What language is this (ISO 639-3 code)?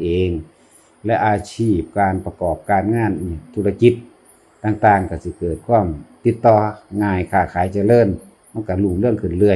tts